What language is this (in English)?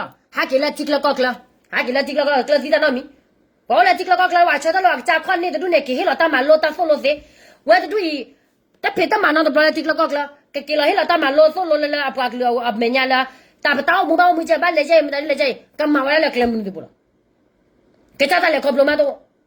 S'gaw Karen